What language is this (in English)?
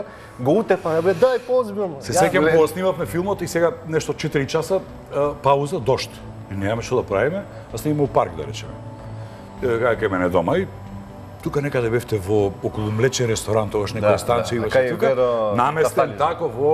Macedonian